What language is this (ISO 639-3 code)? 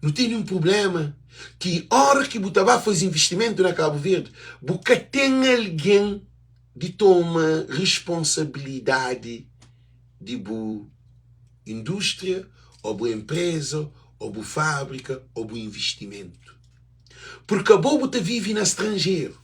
kea